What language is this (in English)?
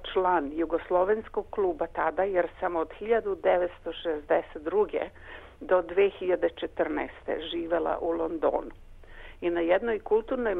Serbian